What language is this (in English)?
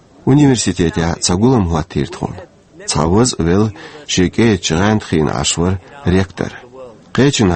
Chechen